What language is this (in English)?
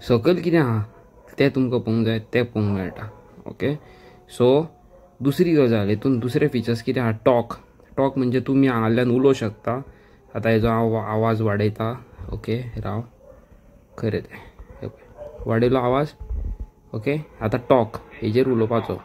Konkani